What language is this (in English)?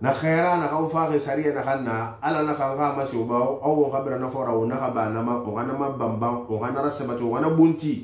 Susu